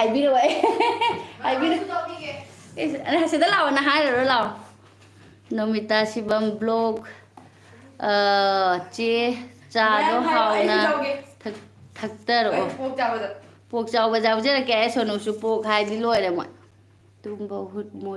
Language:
Manipuri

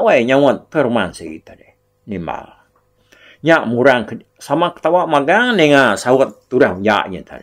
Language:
Iban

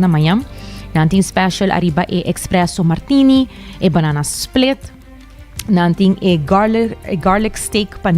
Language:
Papiamento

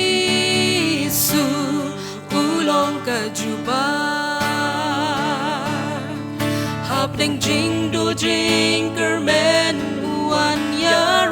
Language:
Khasi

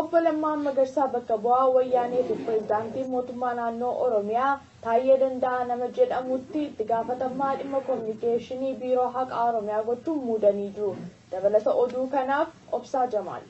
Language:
Oromo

